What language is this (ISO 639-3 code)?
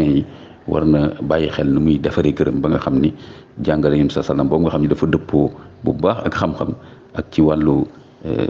wol